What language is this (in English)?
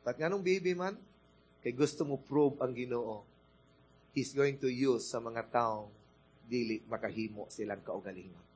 Cebuano